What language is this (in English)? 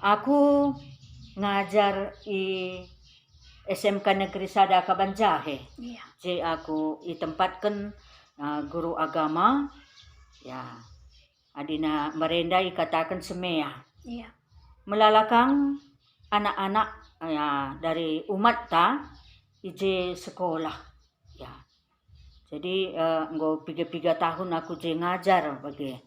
Batak Karo